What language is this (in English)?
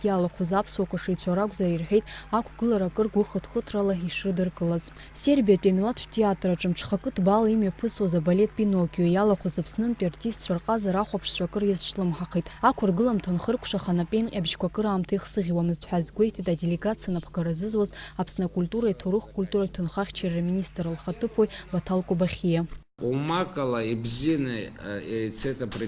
Abkhazian